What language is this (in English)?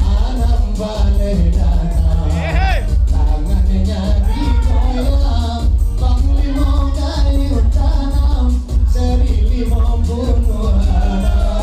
Minangkabau